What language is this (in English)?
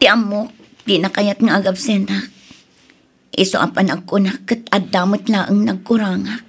Iloko